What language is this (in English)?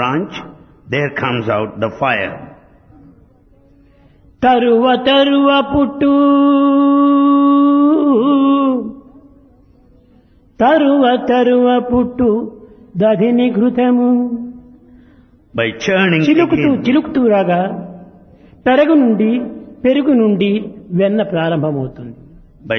Telugu